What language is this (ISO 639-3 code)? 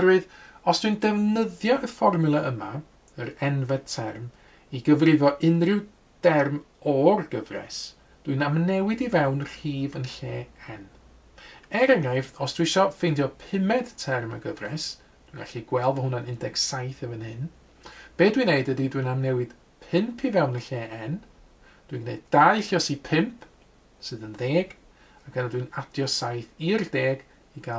cym